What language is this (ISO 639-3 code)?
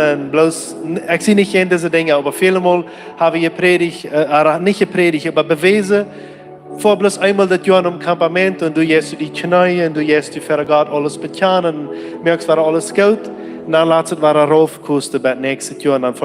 pdt